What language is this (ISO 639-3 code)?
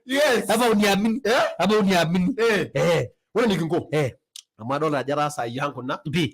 mas